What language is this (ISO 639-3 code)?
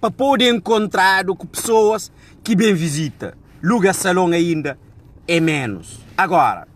kea